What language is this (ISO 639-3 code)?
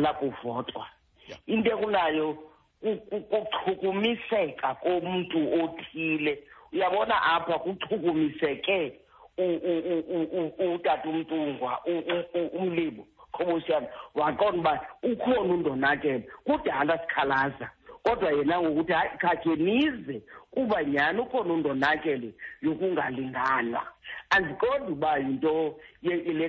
xho